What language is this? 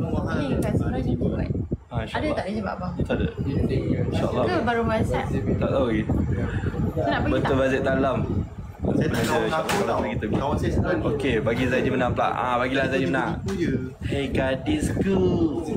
Malay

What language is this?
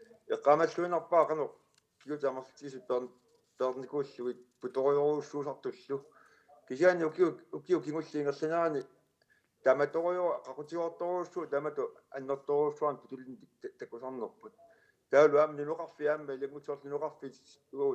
Kalaallisut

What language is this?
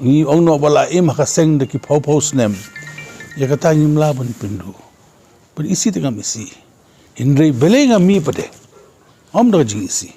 Khasi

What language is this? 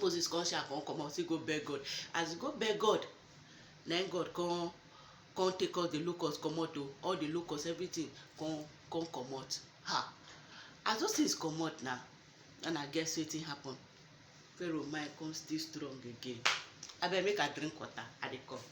Nigerian Pidgin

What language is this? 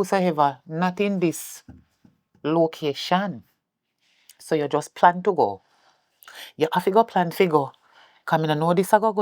Jamaican Creole English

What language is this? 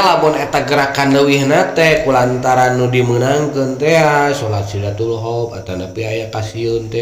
Sundanese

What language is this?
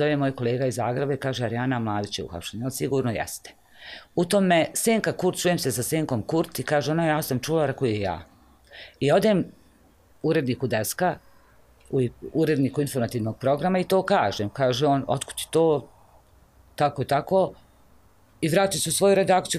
Bosnian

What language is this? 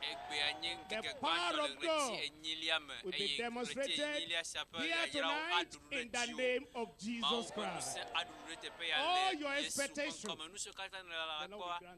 Ewe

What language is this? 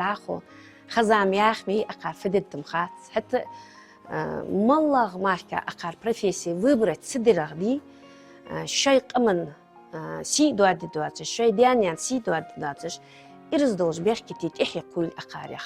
Ingush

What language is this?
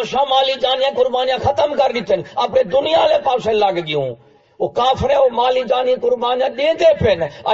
Saraiki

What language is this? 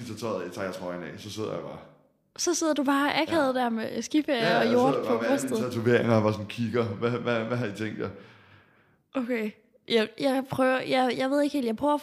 Danish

